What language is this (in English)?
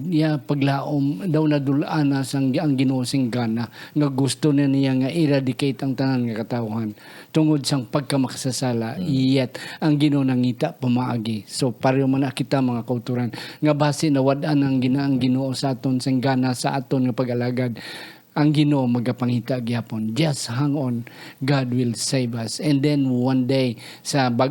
Hiligaynon